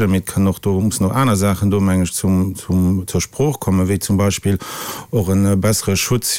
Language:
Luxembourgish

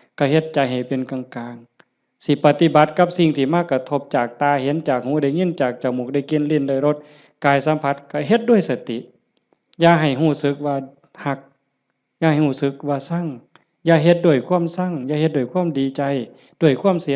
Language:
Northeastern Thai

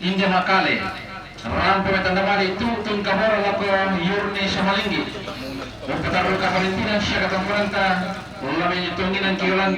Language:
Toraja-Sa'dan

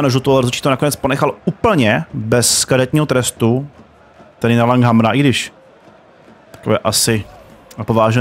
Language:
Czech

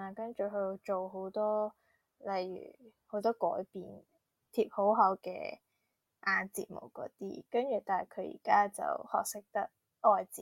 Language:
Cantonese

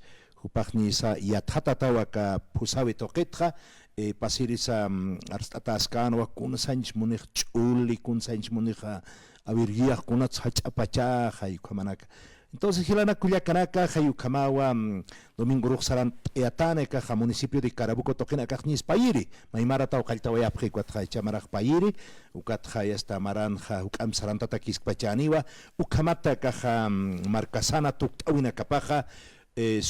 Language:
Aymara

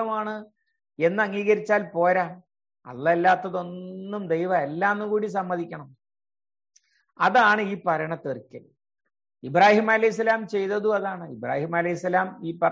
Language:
Malayalam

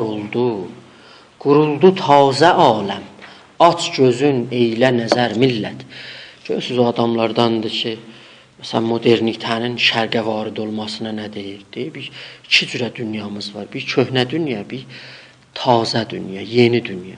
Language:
South Azerbaijani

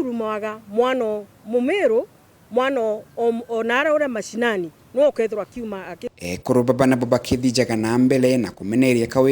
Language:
Meru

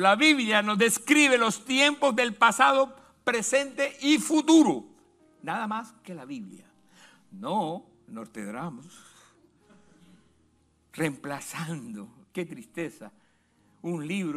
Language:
Spanish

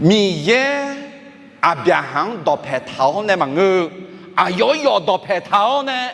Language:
Akha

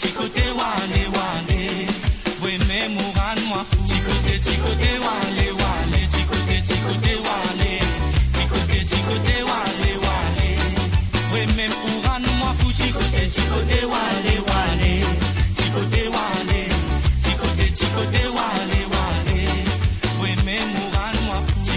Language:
Morisyen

